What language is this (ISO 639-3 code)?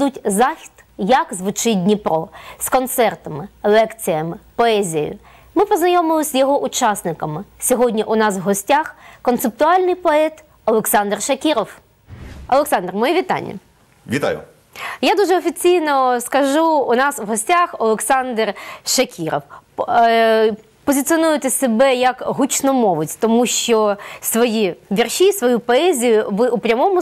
ukr